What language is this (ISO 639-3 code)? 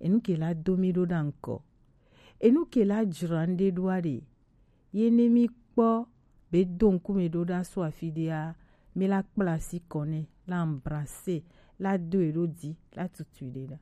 gej